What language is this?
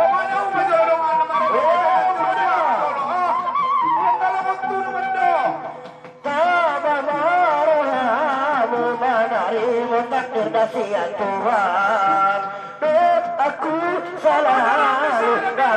Batak Angkola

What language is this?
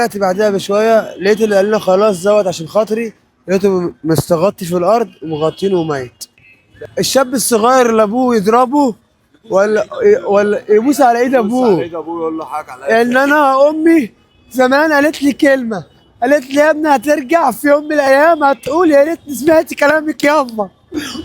Egyptian Arabic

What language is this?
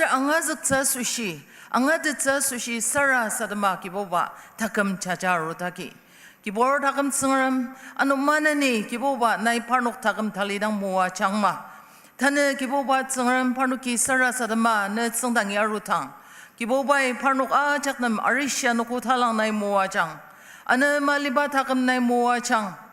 Ao Naga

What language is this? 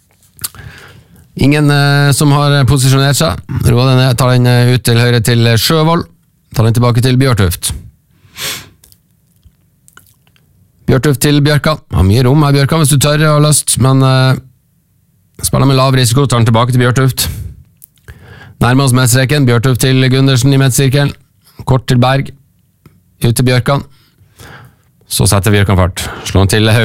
Norwegian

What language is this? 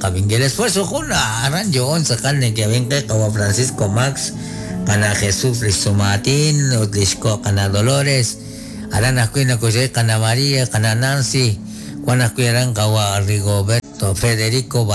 Kekchí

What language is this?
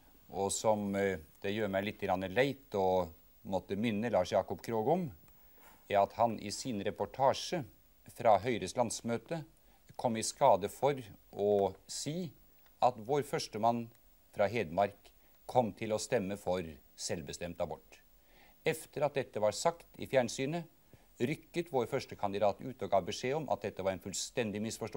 Norwegian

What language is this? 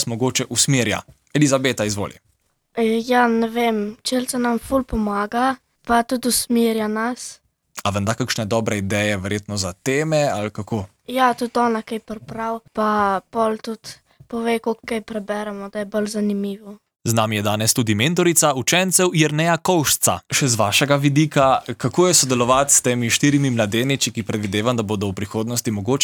Slovenian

